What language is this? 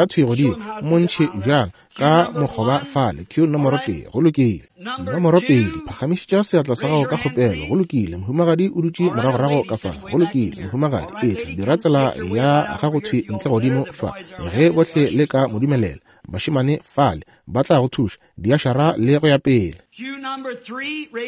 Northern Sotho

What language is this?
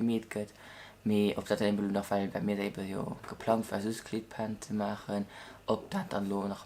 Luxembourgish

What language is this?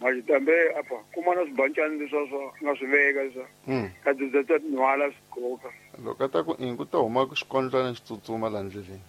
Tsonga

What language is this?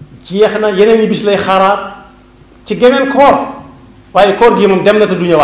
Wolof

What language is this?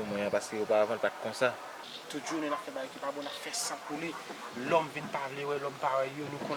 Haitian Creole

